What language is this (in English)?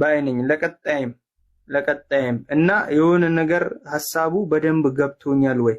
Amharic